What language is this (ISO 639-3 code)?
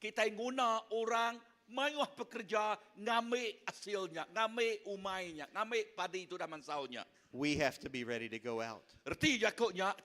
iba